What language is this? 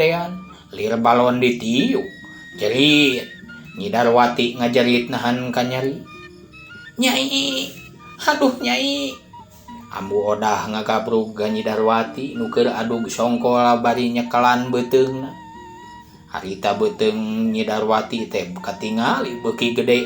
Sundanese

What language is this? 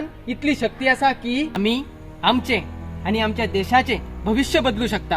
Konkani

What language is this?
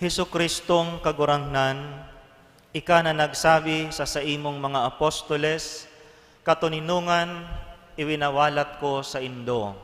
Bikol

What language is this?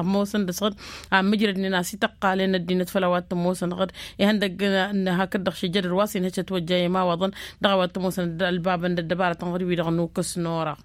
Tamasheq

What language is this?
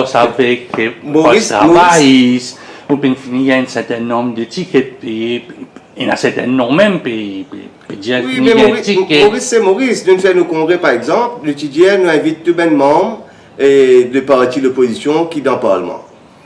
Morisyen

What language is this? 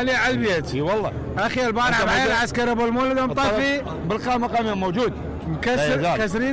Mesopotamian Arabic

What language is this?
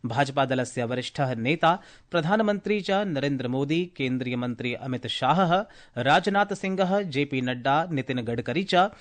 Sanskrit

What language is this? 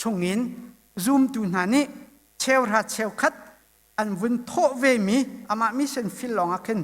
Hakha Chin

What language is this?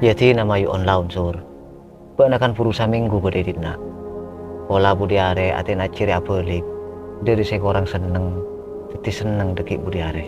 Madurese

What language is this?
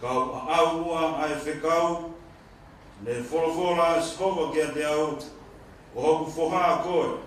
Tongan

